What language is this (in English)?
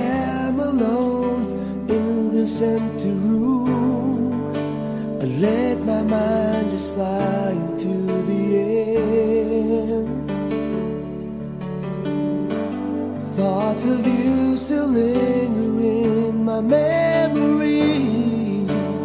English